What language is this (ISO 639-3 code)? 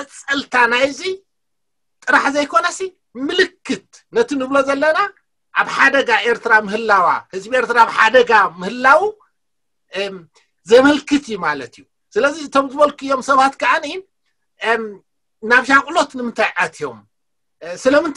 tir